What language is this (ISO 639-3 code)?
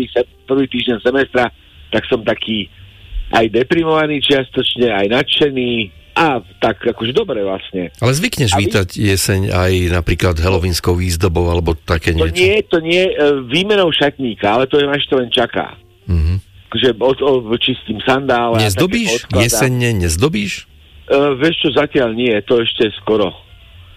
slk